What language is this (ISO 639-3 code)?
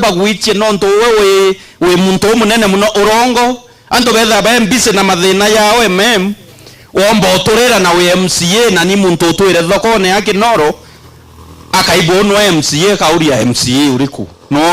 mer